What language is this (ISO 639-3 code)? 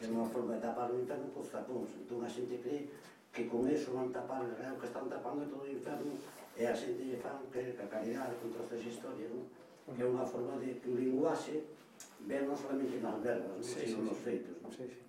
glg